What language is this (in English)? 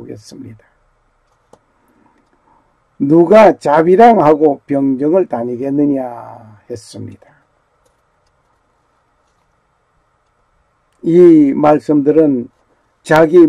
Korean